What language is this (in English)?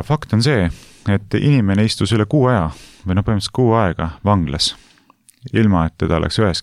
Estonian